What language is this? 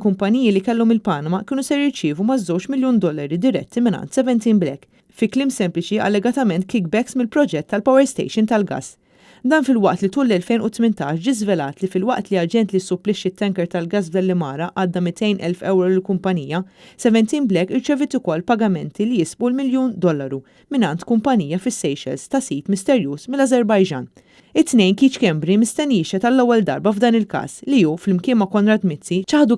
Maltese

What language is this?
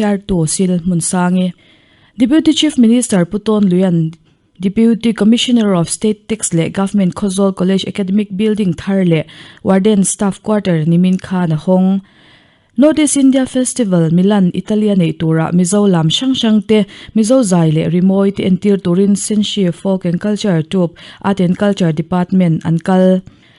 Mizo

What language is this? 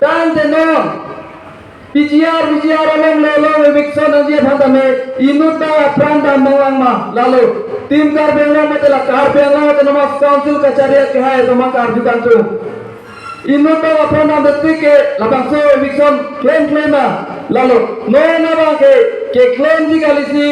Karbi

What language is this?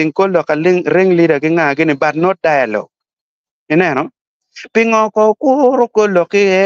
Acoli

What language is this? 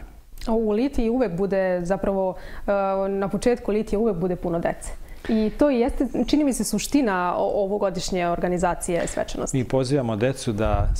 Serbian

